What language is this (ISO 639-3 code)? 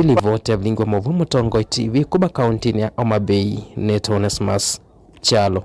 kam